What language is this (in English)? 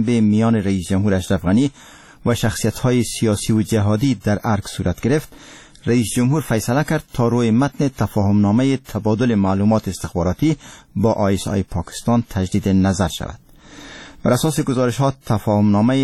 Persian